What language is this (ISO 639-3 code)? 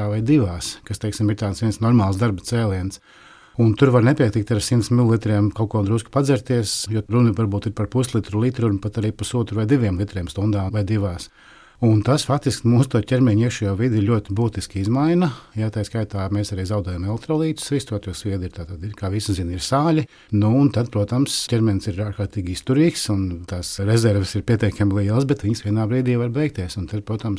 lav